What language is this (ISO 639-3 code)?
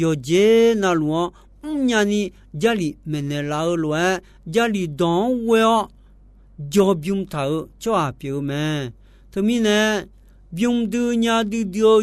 ahk